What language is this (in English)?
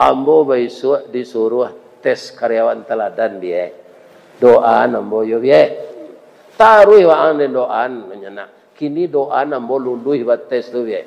Minangkabau